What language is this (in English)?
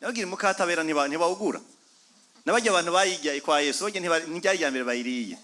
Rundi